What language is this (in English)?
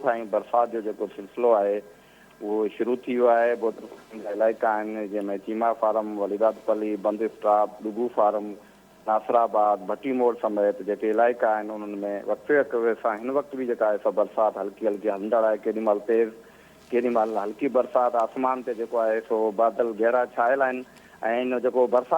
Sindhi